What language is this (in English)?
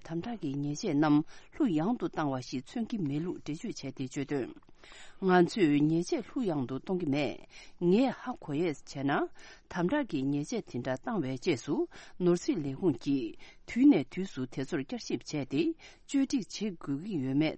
Tibetan